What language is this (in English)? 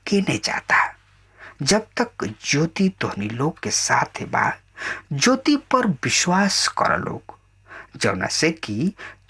Bhojpuri